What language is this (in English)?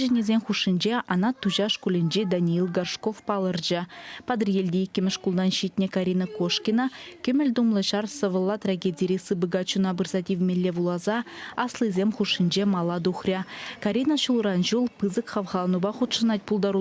Chuvash